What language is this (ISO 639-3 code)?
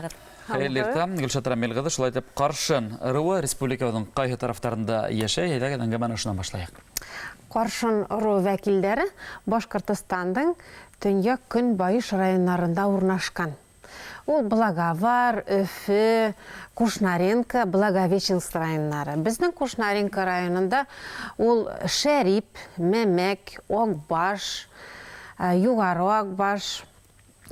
bak